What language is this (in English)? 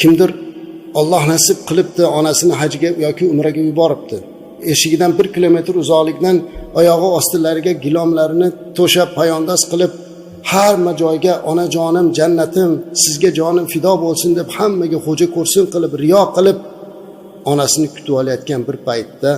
Uzbek